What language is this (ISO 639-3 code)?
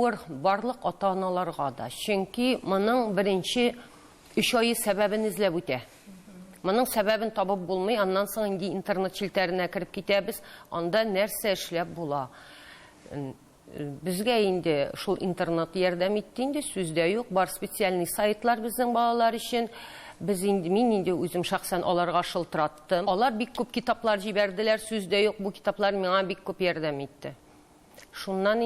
tat